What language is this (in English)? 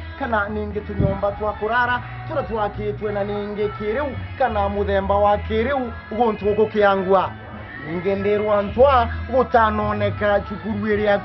Meru